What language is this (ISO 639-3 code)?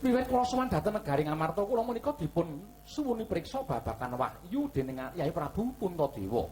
jav